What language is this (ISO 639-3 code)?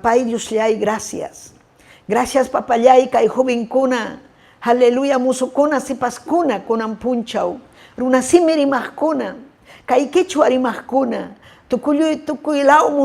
quy